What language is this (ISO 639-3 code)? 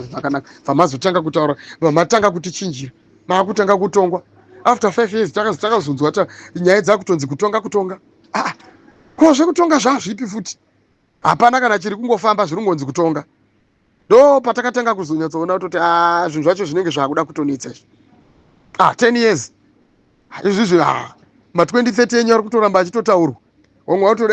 sna